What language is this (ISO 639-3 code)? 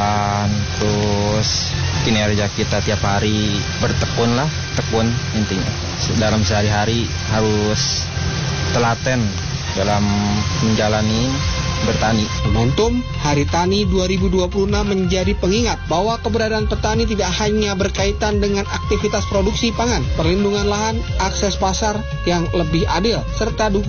ind